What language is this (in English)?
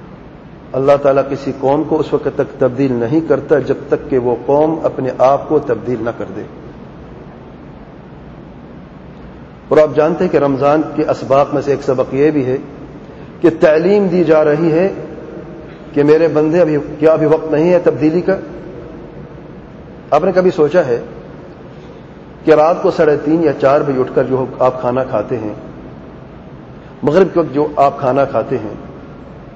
Urdu